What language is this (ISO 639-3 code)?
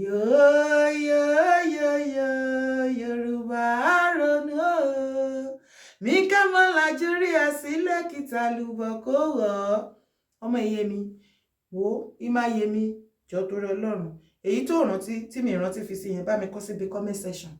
yor